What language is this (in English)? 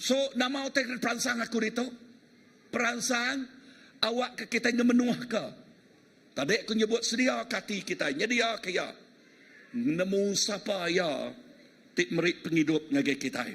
Iban